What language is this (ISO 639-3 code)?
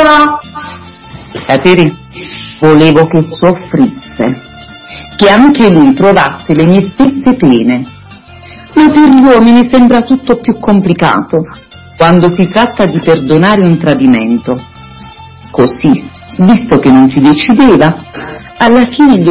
ita